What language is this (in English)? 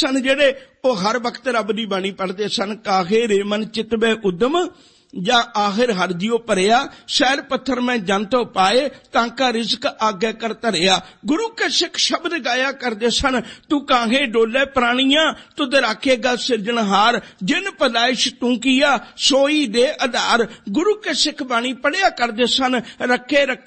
Punjabi